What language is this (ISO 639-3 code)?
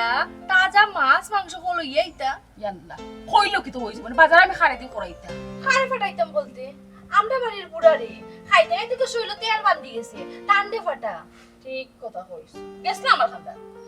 syl